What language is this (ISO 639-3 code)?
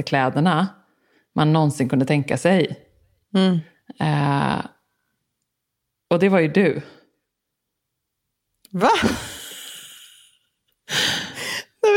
swe